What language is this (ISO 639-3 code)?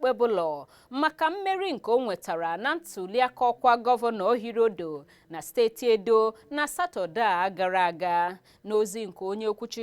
ibo